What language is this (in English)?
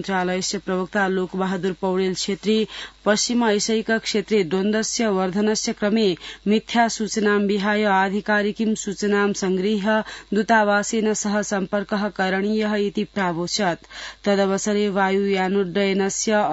Sanskrit